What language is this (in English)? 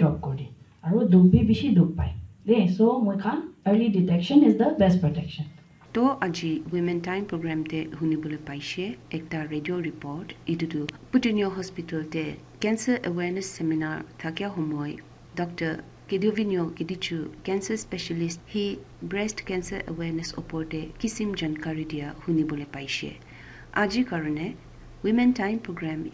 Naga Pidgin